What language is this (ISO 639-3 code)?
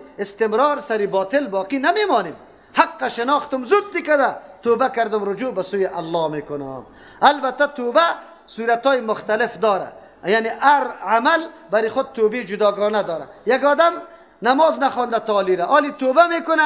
fas